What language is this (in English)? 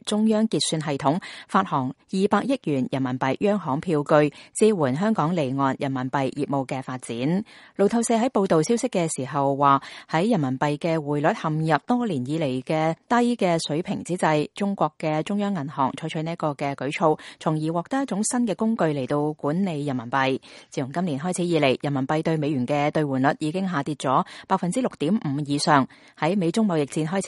Cantonese